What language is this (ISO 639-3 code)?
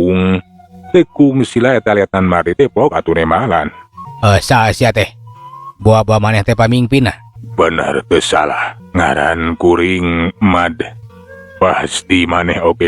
sun